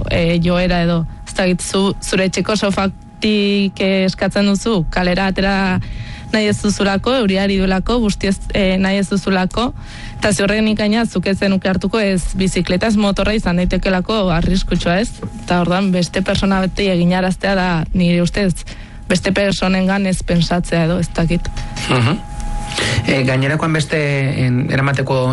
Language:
Basque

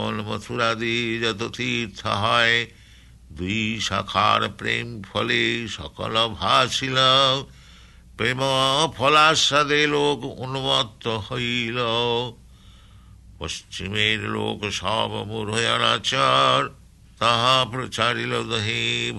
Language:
Bangla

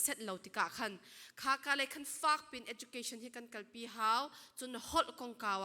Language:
Falam Chin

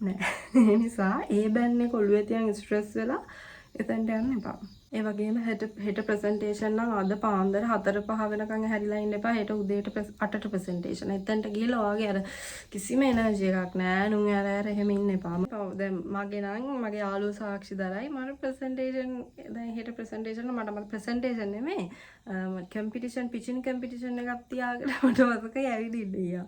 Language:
Sinhala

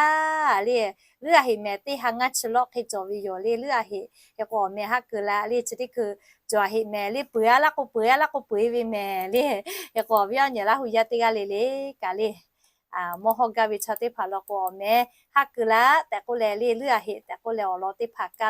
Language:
Lahu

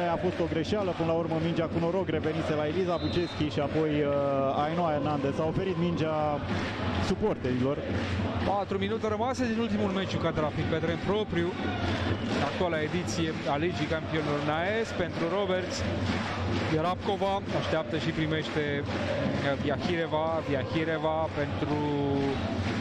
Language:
Romanian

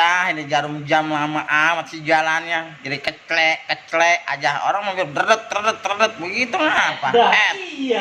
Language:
Betawi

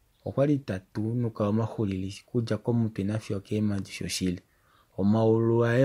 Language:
Kuanyama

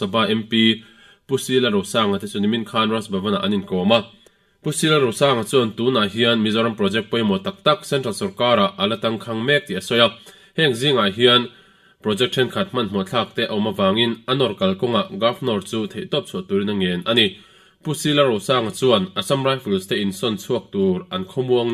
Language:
Mizo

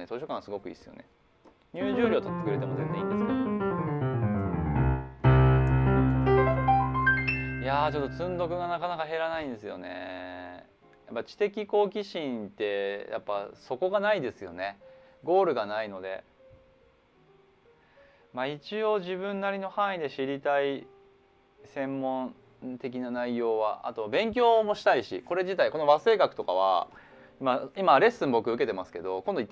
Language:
Japanese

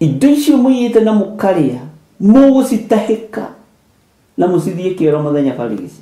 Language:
Kikuyu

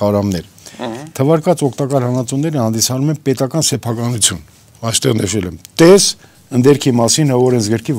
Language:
Armenian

